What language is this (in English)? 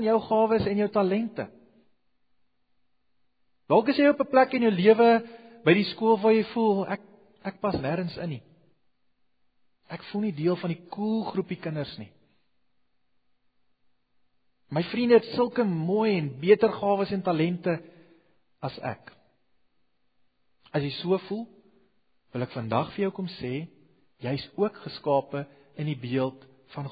Afrikaans